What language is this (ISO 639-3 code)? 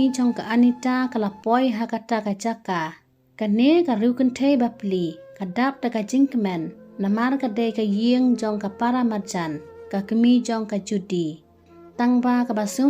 kha